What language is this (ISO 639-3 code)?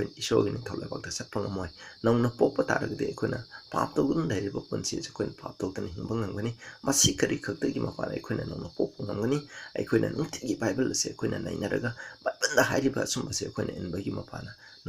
mni